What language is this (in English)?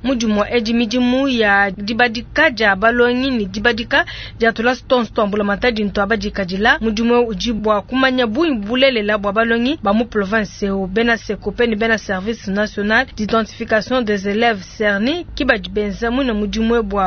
Luba-Lulua